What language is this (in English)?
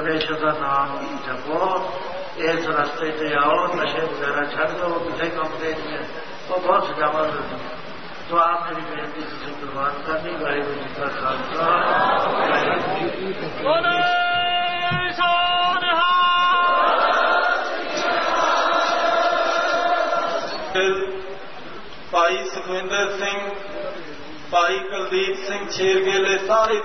Punjabi